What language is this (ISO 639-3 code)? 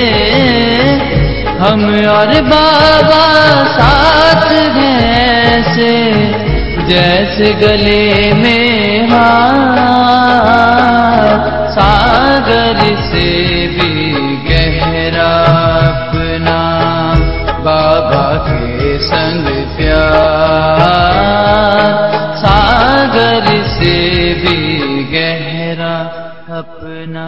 hin